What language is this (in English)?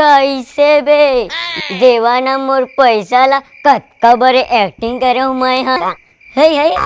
Chhattisgarhi